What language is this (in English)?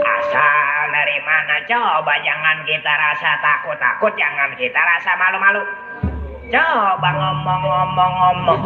Betawi